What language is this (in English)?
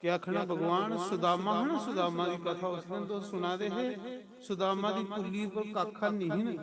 Dogri